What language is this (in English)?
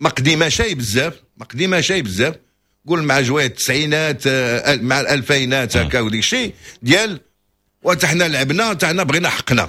Moroccan Arabic